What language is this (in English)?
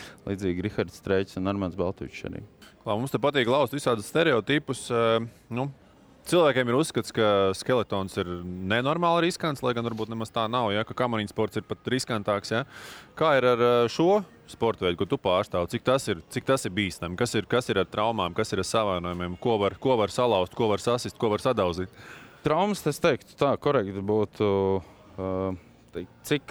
Latvian